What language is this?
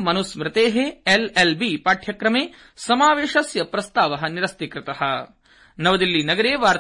Sanskrit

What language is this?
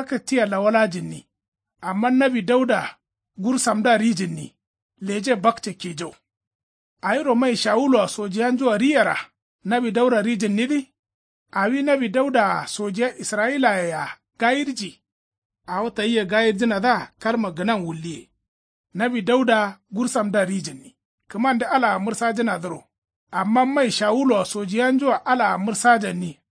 Kanuri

